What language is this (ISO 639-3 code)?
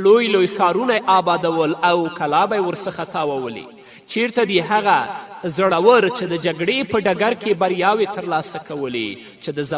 pus